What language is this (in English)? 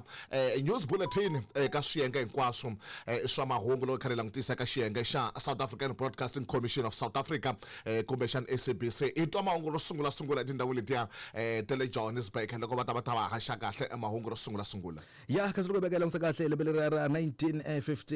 Tsonga